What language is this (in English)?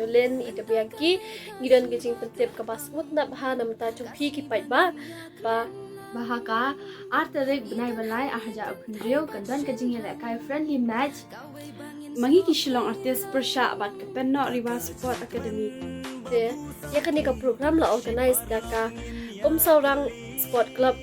Khasi